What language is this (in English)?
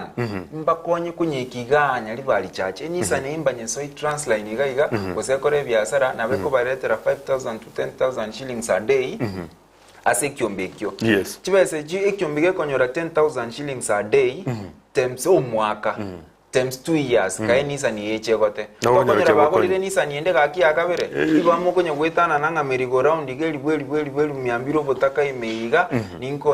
Gusii